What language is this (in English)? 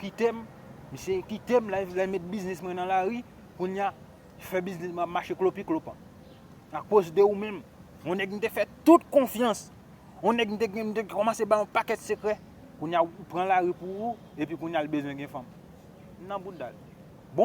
Haitian Creole